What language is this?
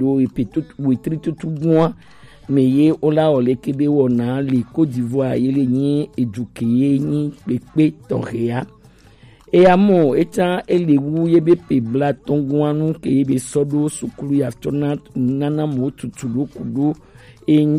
Gen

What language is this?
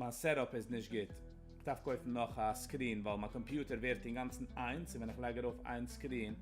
Yiddish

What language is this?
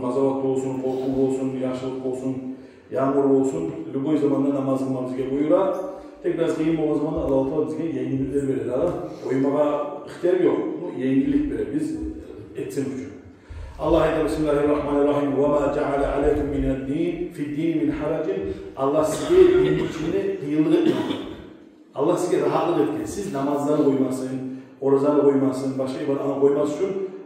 Kumyk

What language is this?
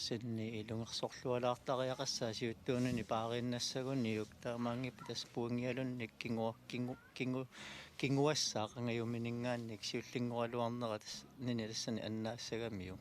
Kalaallisut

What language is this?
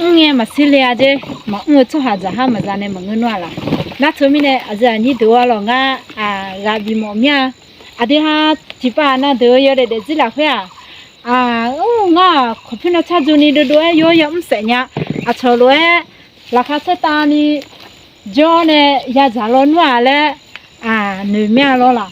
Akha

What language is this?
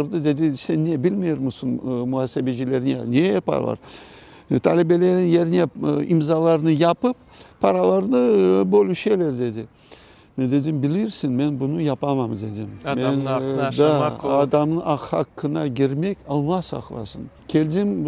Crimean Tatar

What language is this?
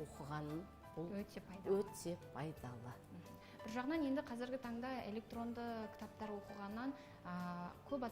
Kazakh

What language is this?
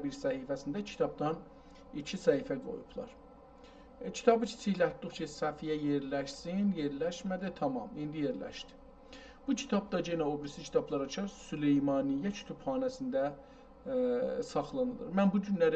South Azerbaijani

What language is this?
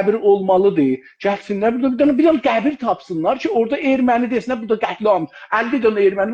South Azerbaijani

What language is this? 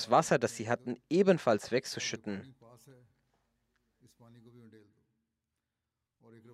German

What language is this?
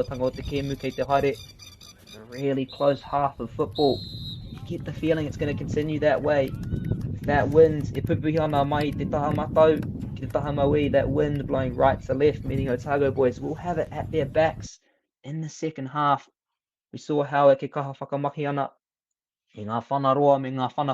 Māori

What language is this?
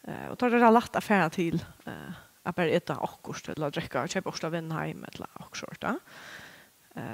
Faroese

